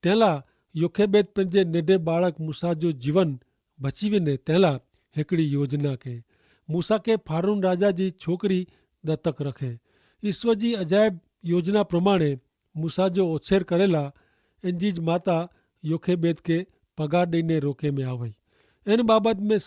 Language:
Kachhi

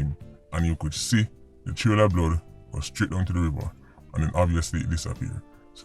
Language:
Jamaican Creole English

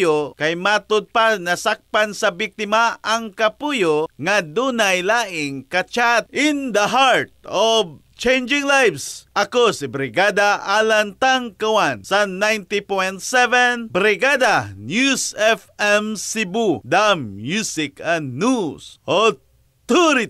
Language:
Cebuano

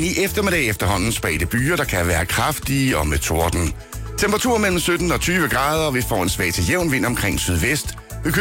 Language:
Danish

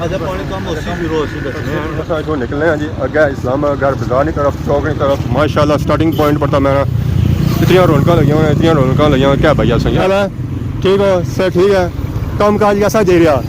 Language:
Pahari-Potwari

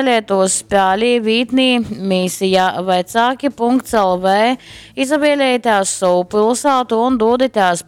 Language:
Latgalian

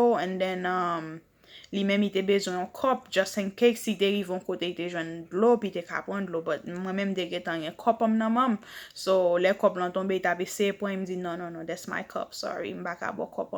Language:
Haitian Creole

